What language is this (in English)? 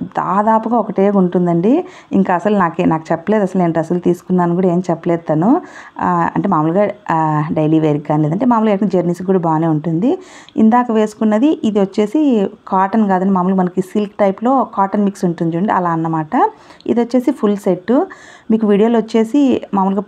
Telugu